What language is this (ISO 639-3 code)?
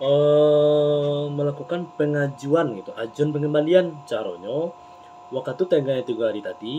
min